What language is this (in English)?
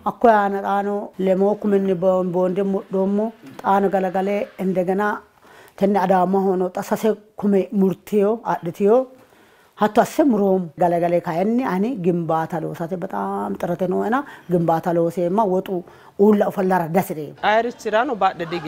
Sidamo